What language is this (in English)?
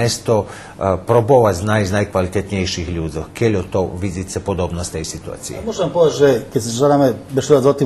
Rusyn